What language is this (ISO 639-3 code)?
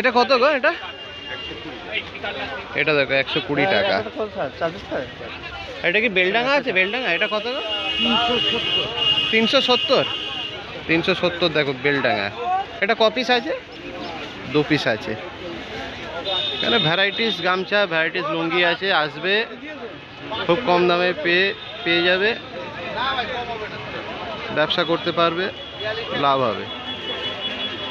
ben